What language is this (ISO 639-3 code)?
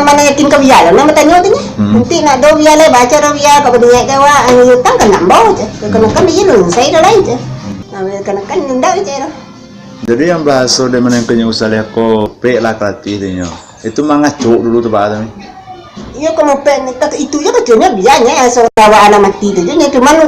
min